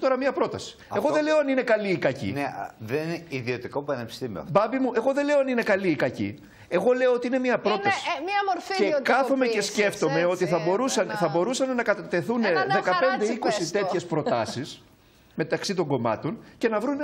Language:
Greek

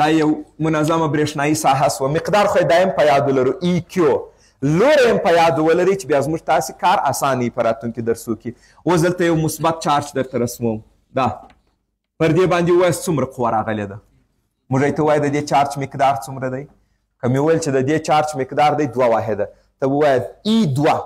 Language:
Pashto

